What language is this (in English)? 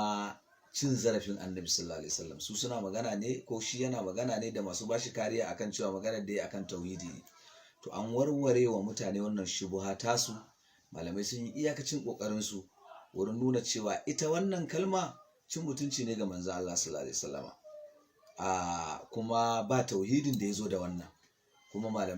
Hausa